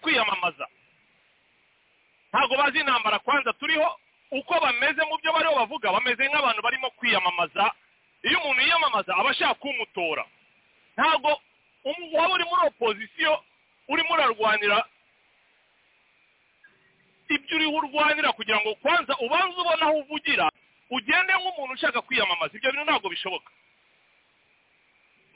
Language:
Kinyarwanda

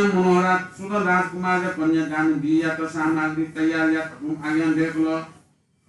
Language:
Newari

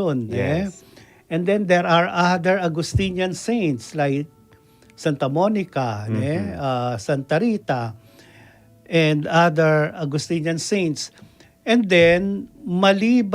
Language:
Pampanga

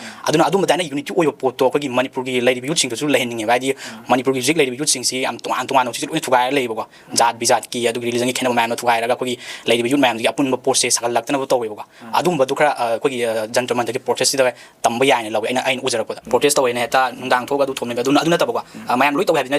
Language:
Manipuri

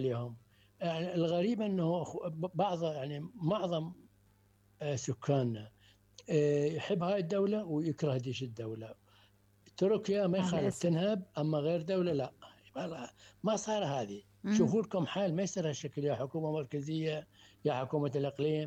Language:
Mesopotamian Arabic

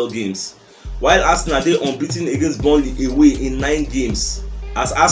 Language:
Nigerian Pidgin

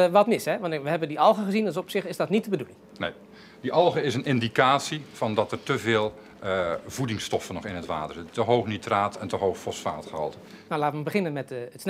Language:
Dutch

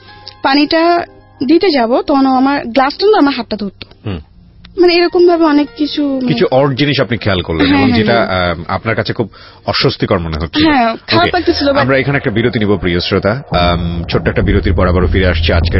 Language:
Bangla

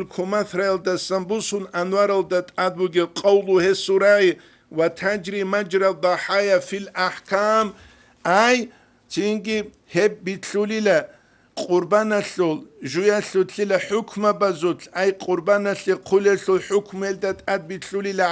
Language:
Avaric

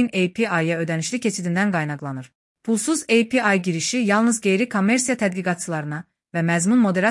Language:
Azerbaijani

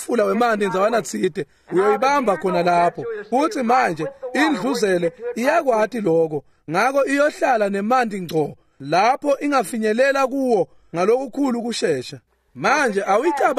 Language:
Swati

